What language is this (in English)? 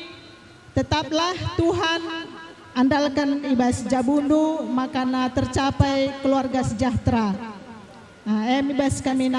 Batak Karo